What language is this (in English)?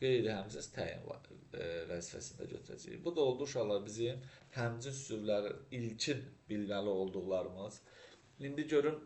Azerbaijani